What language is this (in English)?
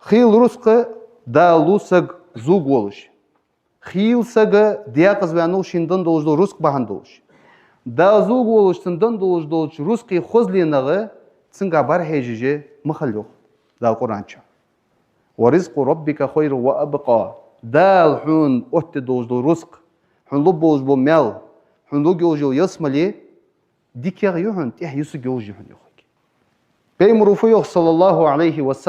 Ingush